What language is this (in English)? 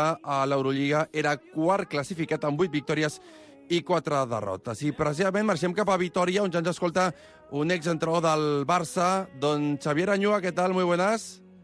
Catalan